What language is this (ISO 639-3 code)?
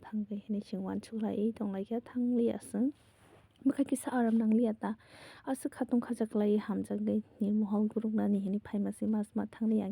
trp